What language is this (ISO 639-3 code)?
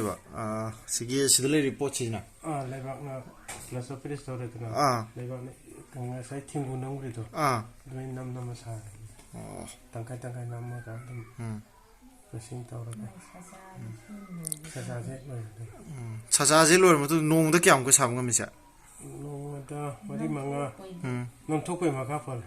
mni